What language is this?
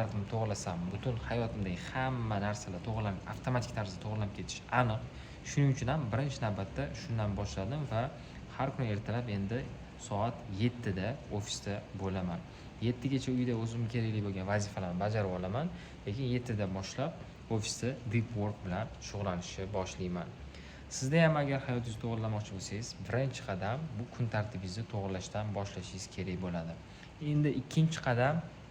Uzbek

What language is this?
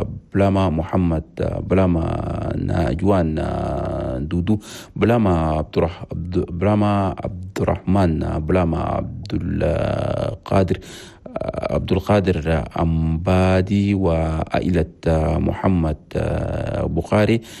Chadian Arabic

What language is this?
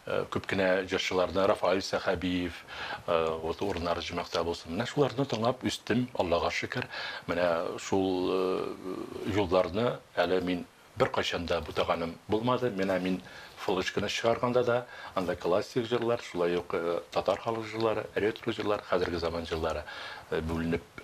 Tatar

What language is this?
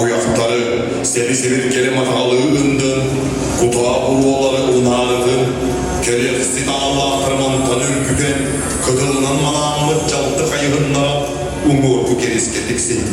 Yakut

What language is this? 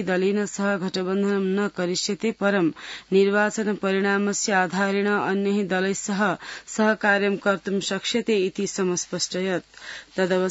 Sanskrit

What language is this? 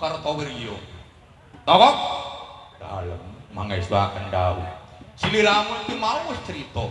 Javanese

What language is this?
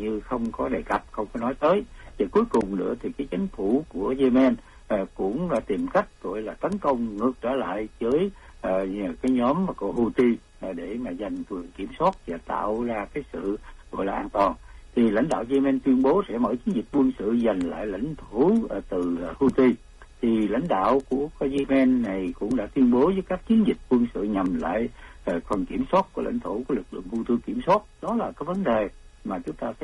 Vietnamese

